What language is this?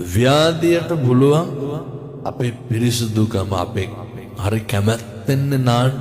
Sinhala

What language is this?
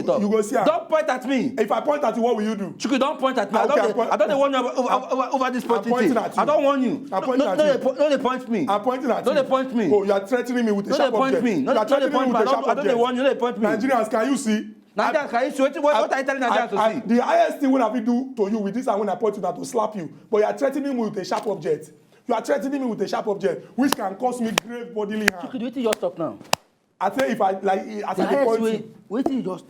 Nigerian Pidgin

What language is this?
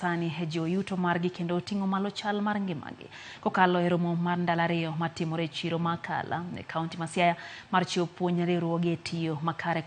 Luo (Kenya and Tanzania)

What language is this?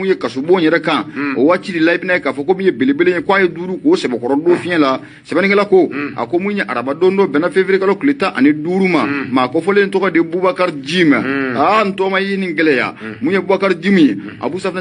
Bambara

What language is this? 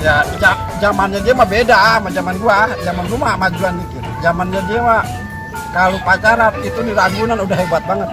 Betawi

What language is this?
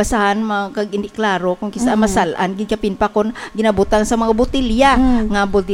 Hiligaynon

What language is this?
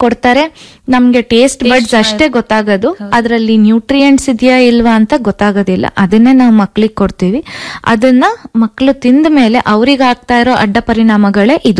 Kannada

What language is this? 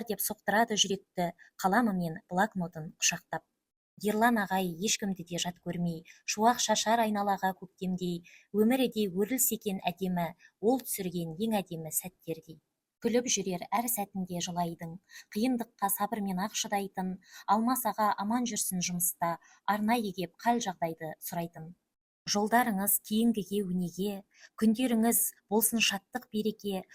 Kazakh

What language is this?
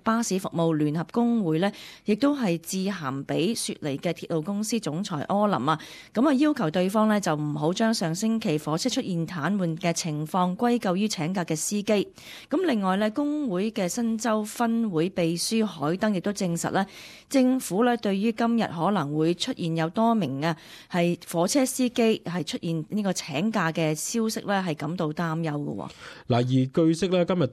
Cantonese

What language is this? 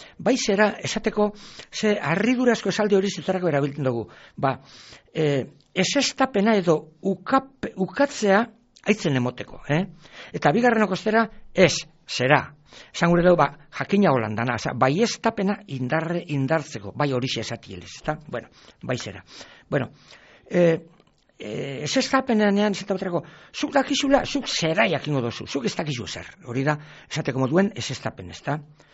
Basque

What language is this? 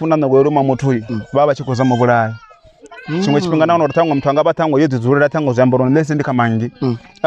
Venda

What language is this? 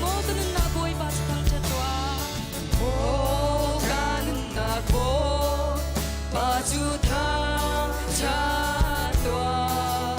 Hakha Chin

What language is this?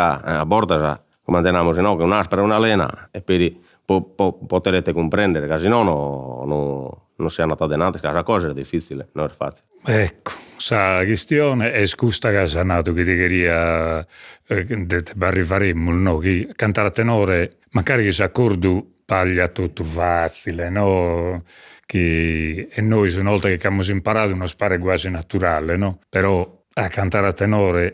Sardinian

